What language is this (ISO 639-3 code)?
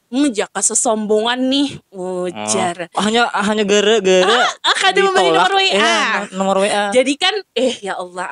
bjn